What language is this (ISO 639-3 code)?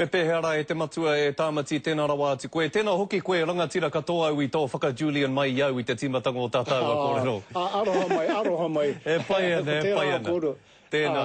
mri